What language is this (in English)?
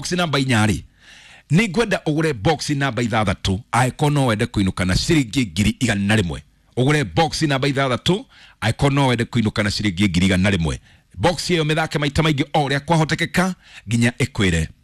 Kikuyu